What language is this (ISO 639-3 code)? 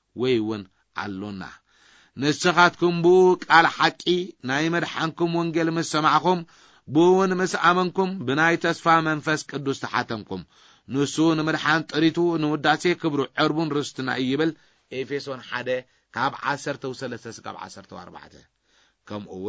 tir